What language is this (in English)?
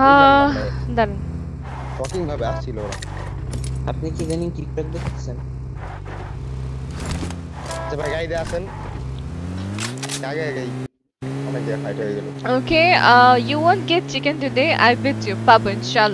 Bangla